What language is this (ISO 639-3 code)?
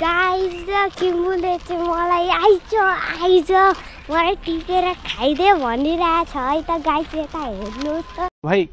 nep